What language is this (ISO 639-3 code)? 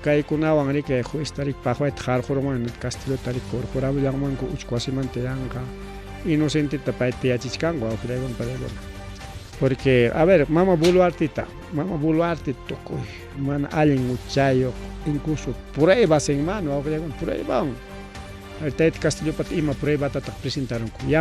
quy